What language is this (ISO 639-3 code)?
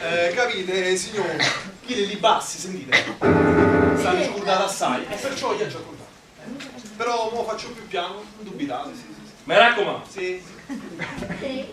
nap